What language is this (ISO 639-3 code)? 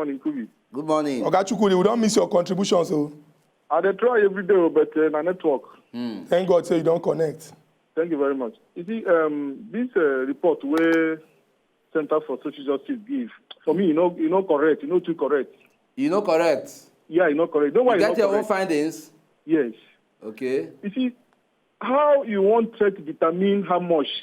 pcm